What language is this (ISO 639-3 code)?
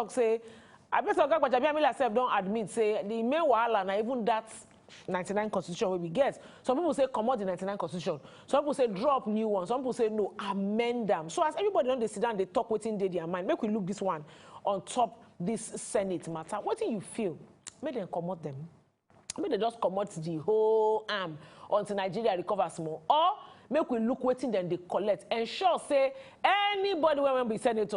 pcm